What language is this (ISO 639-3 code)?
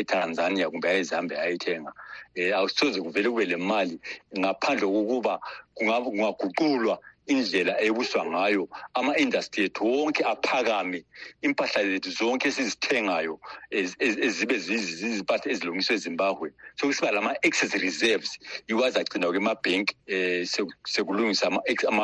nde